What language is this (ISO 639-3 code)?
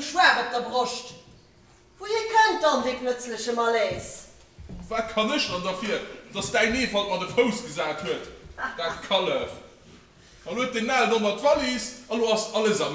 ltz